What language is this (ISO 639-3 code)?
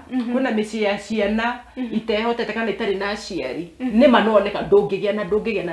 kik